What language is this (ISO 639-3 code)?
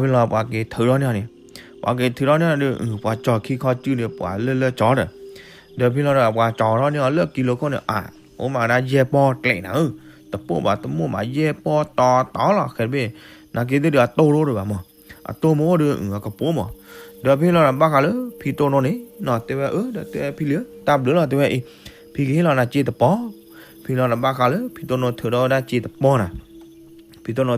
ksw